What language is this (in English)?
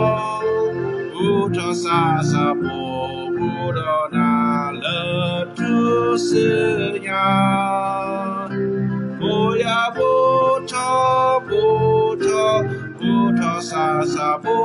S'gaw Karen